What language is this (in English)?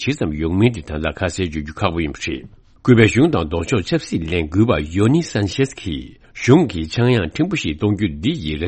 Tibetan